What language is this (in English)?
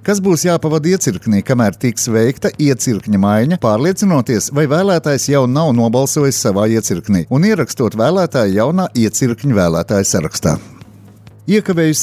Latvian